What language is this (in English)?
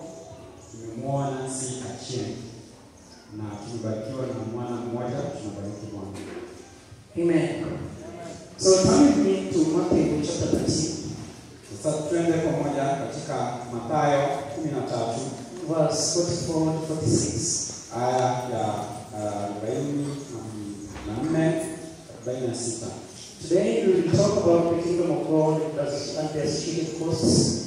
Swahili